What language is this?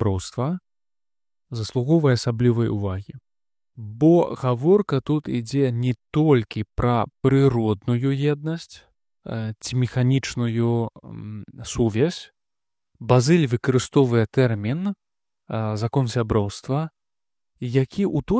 Belarusian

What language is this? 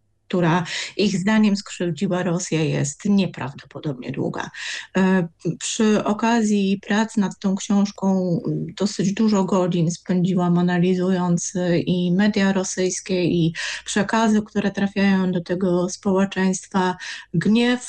Polish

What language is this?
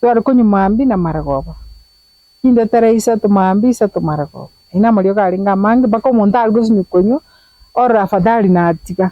Gusii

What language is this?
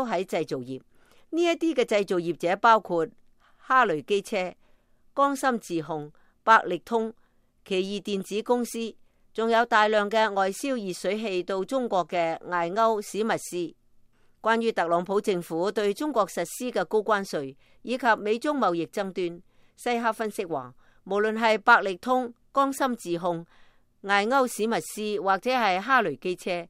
Cantonese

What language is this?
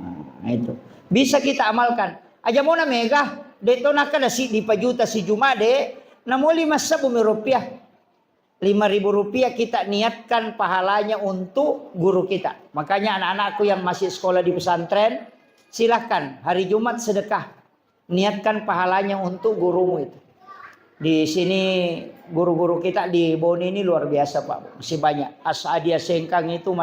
Buginese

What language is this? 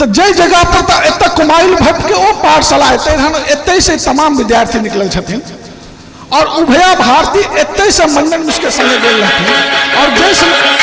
Maithili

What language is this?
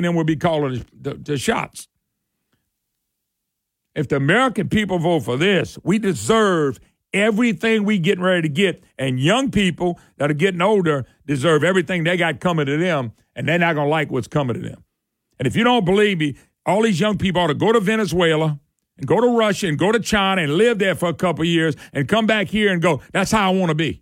English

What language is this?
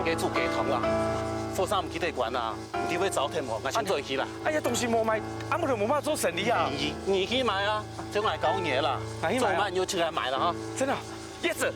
Hakka Chinese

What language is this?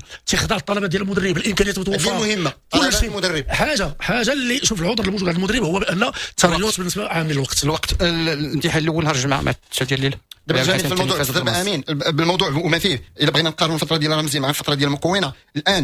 Moroccan Arabic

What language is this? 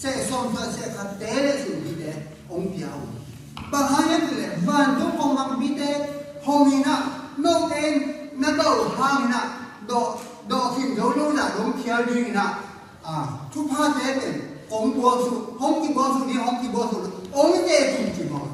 Tedim Chin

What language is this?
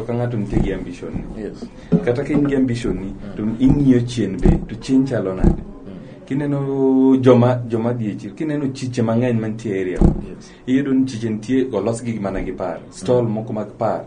Luo (Kenya and Tanzania)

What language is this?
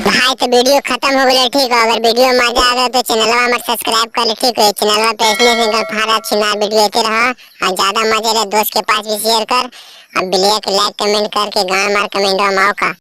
Magahi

